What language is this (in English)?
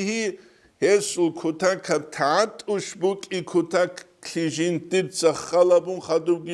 Avaric